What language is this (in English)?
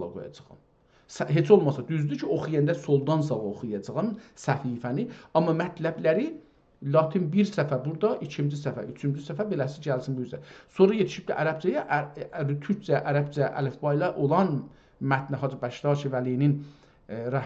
South Azerbaijani